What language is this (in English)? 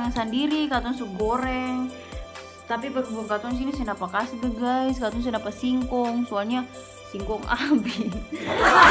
Ambonese Malay